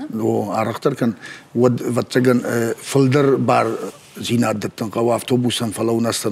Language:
Ossetic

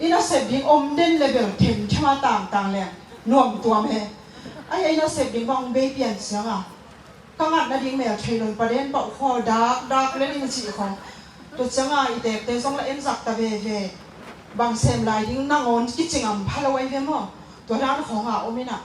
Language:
Tedim Chin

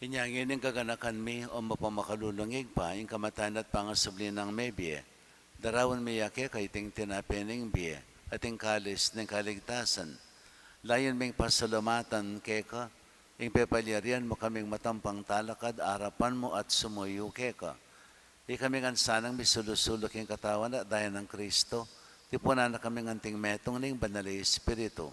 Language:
Pampanga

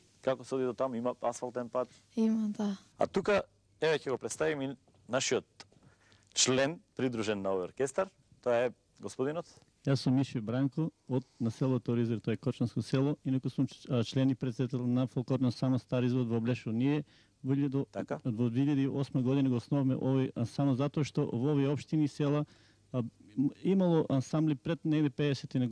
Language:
Macedonian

